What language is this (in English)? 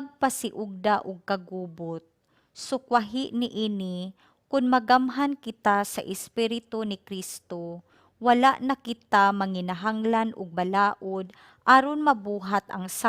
Cebuano